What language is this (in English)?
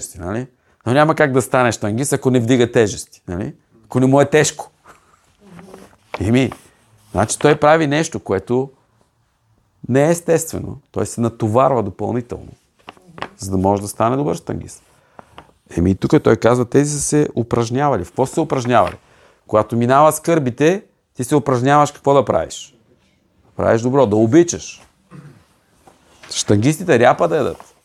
Bulgarian